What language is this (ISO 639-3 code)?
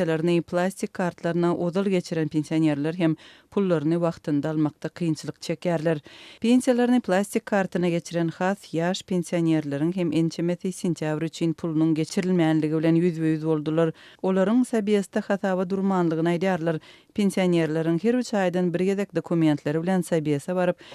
tuk